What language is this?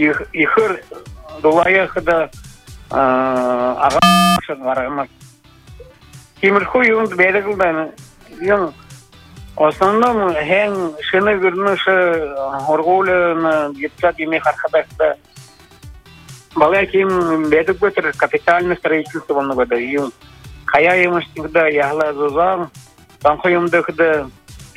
Buriat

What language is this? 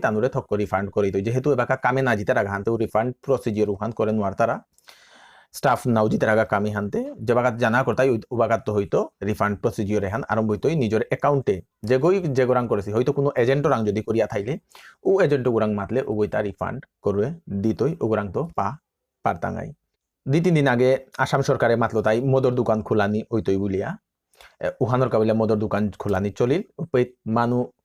Bishnupriya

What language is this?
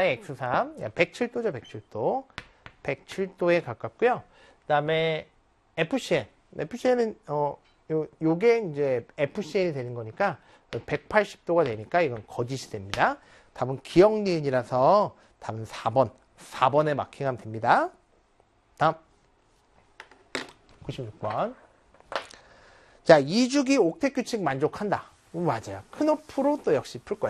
Korean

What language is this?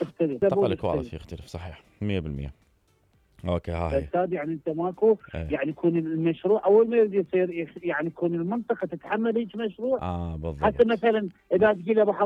Mesopotamian Arabic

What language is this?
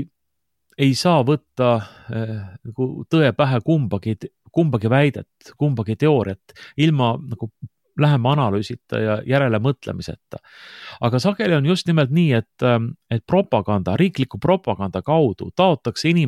Estonian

